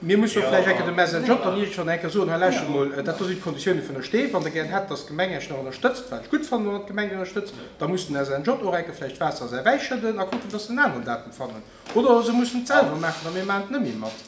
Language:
Luxembourgish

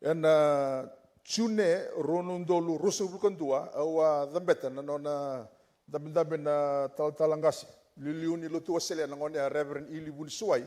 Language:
Fijian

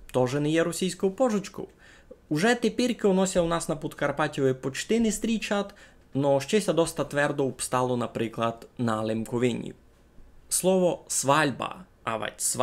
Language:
Rusyn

